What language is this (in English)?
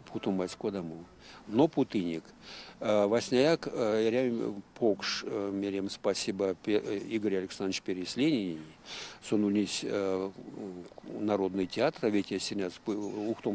Erzya